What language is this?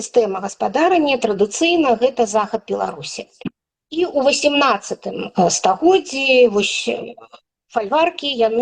Belarusian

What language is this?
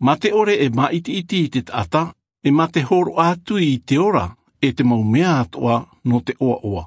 Tahitian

